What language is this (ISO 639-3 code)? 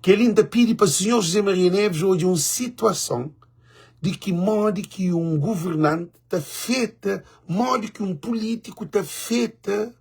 kea